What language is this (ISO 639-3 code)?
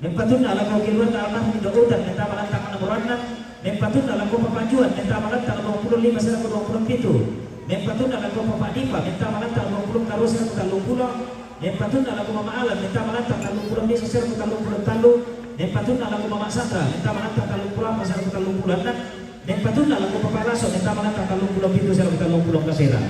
sda